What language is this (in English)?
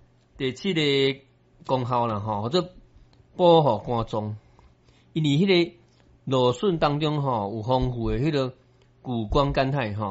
Min Nan Chinese